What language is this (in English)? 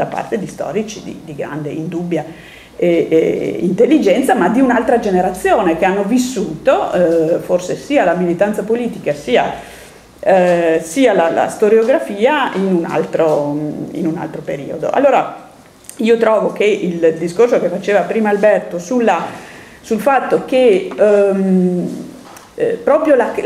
Italian